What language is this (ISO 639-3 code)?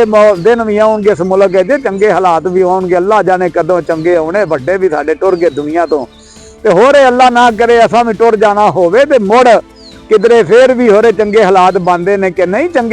lah